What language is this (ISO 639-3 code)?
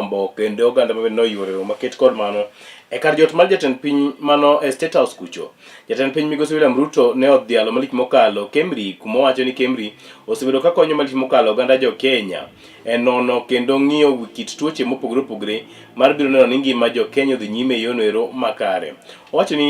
luo